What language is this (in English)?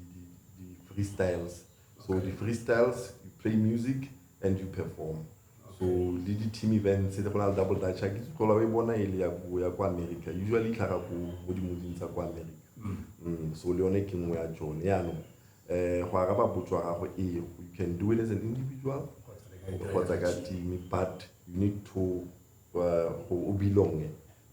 Tswana